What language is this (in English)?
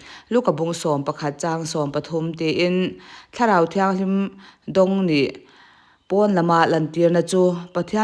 Mizo